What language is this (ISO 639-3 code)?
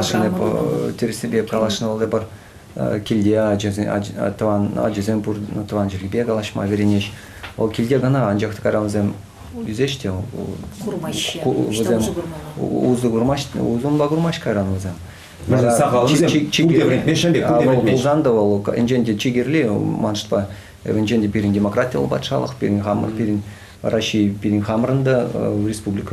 chv